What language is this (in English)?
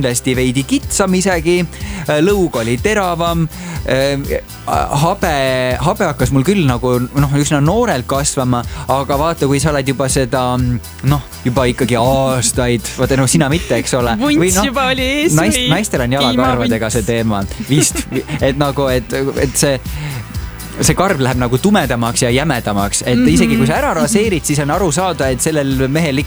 Estonian